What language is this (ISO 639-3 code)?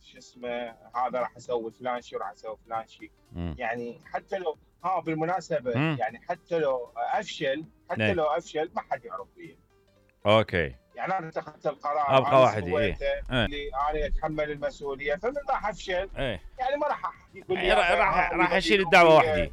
acm